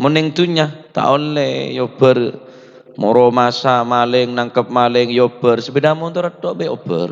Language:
Madurese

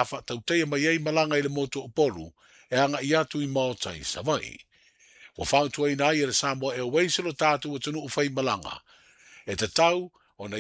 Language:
Samoan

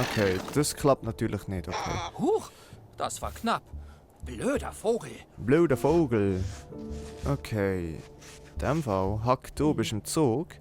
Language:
Swiss German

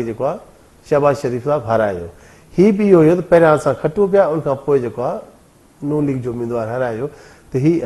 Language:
Sindhi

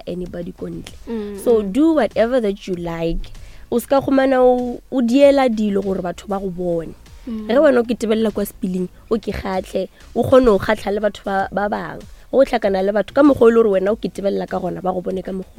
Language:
Northern Sotho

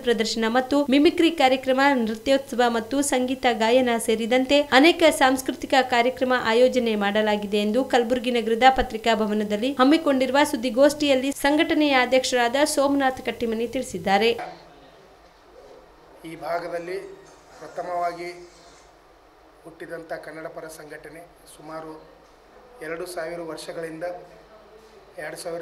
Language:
Kannada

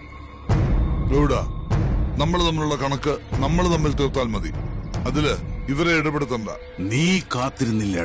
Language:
Malayalam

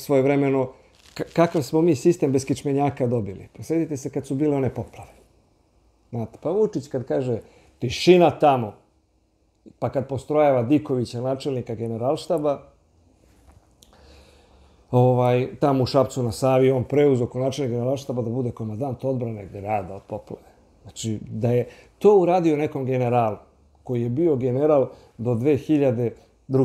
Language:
Serbian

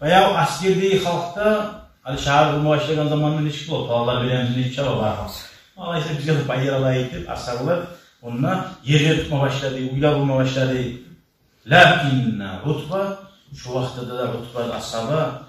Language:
Kumyk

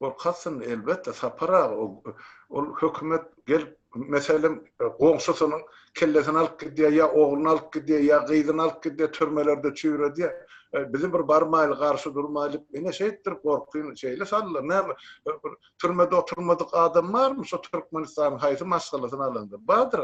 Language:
Turkmen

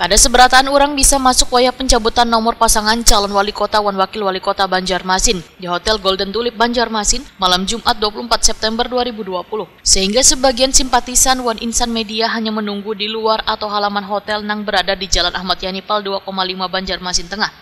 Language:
Banjar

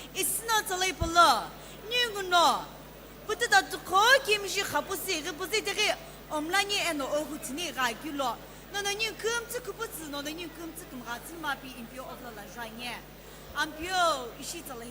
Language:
Sumi Naga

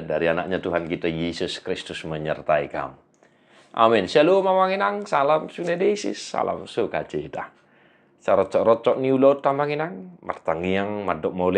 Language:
Batak Toba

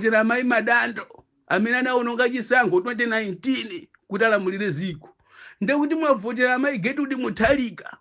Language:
Nyanja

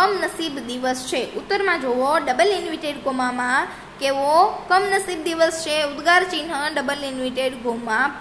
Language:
Gujarati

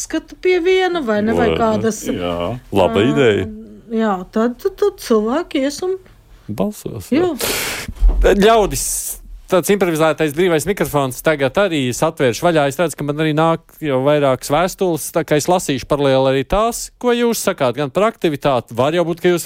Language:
Latvian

